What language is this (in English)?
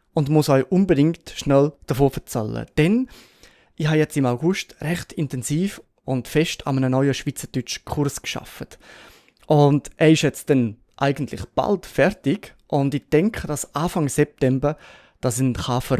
Swiss German